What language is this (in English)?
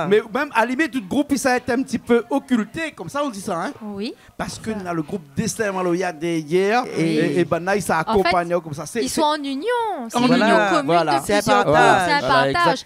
Réunion Creole French